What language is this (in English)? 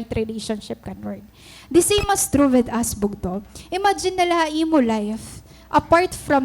Waray